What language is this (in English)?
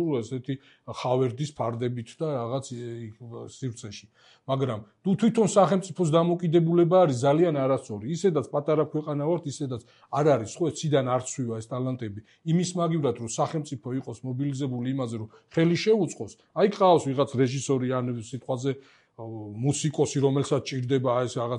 Georgian